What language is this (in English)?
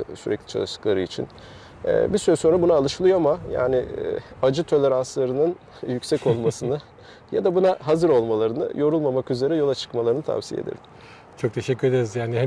Turkish